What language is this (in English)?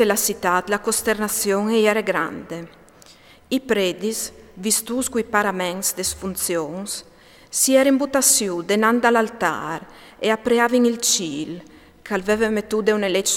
Friulian